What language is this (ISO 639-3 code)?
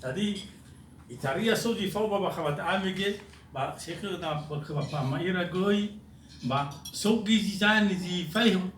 nia